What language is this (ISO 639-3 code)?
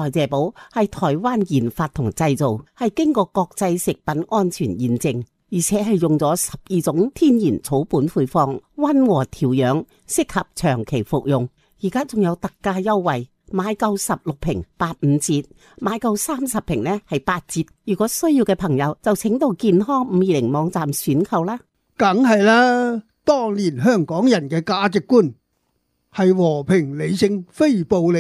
yue